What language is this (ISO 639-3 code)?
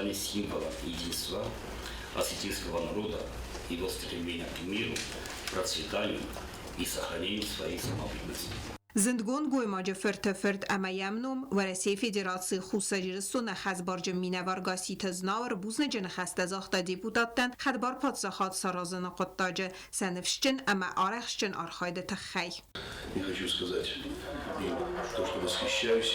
oss